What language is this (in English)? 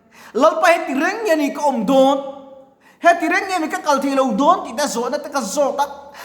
Mizo